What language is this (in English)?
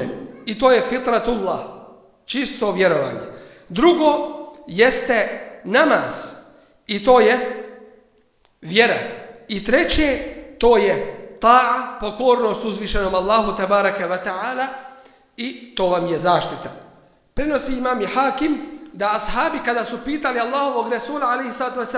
Bosnian